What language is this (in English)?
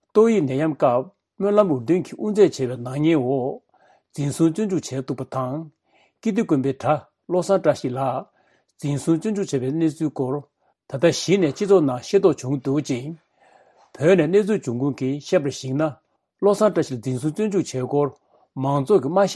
Tibetan